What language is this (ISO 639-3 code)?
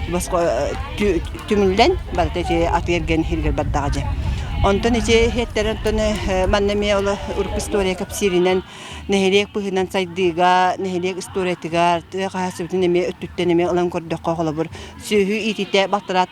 sah